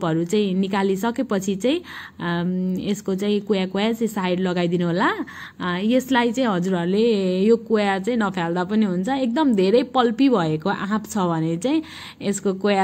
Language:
Nepali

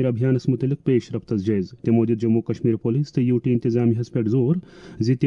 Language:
Kashmiri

